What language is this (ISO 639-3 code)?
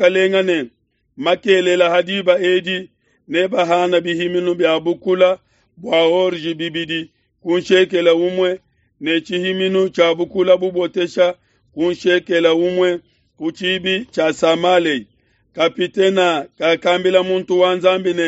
lua